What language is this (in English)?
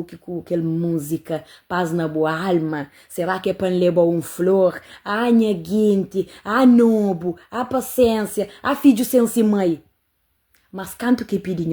Kabuverdianu